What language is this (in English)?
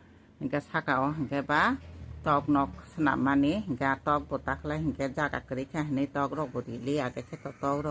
Kok Borok